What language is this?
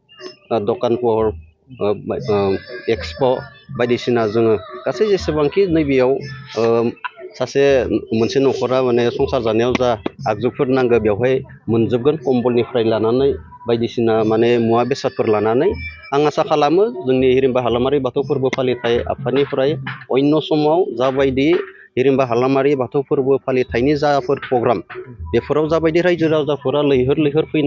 Bodo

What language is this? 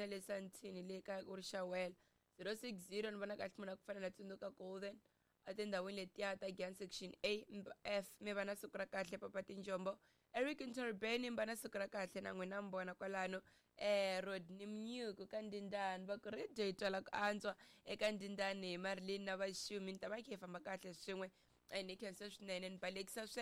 Tsonga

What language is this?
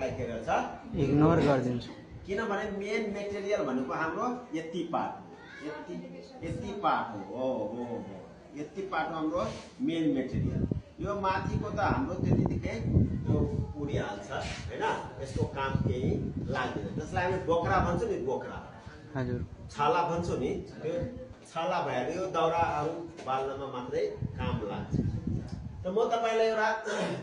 Nepali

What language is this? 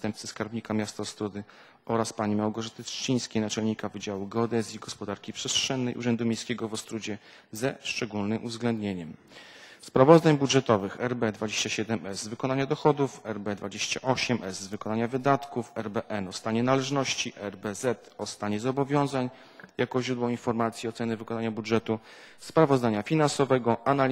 Polish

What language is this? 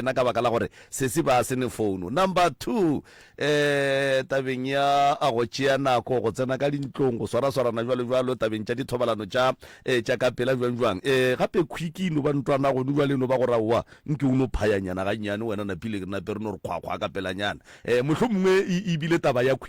Northern Sotho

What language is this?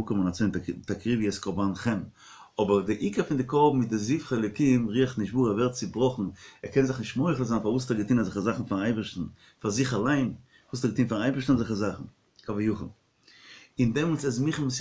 Yiddish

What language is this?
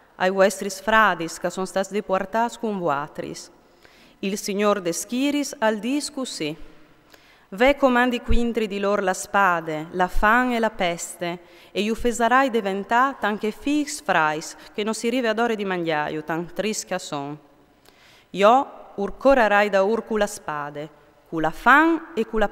Friulian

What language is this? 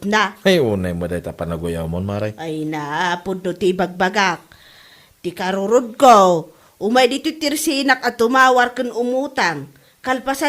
Iloko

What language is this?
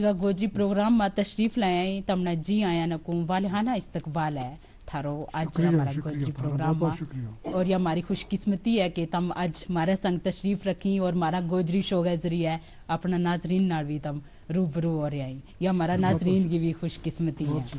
Gujari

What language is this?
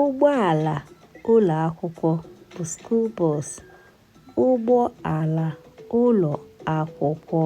Igbo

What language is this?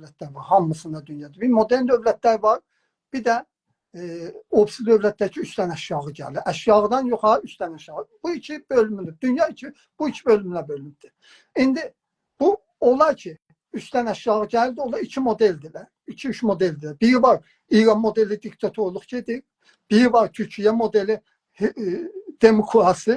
South Azerbaijani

